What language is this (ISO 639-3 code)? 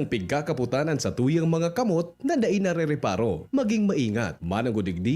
bik